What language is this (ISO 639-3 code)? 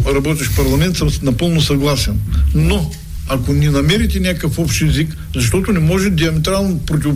bul